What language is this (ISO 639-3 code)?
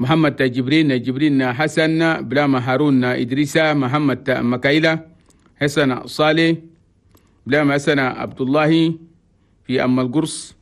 shu